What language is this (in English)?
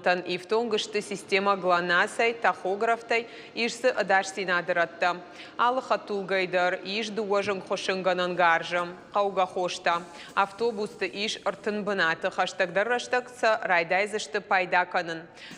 Ossetic